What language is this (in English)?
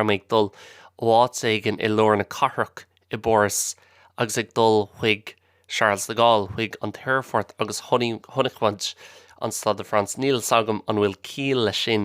Irish